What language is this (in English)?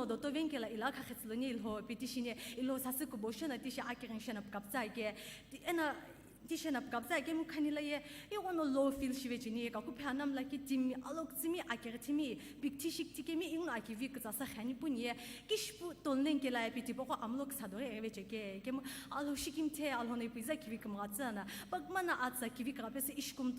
Sumi Naga